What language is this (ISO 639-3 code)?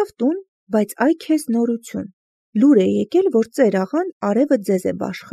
hye